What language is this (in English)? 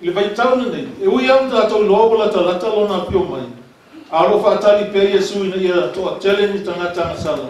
Samoan